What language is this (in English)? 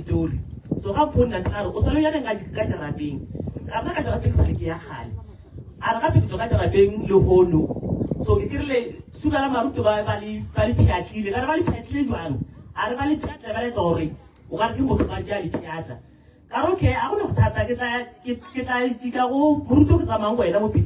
Northern Sotho